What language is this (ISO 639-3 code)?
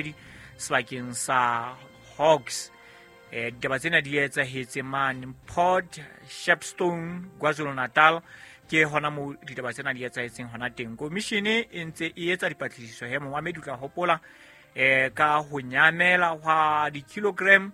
sot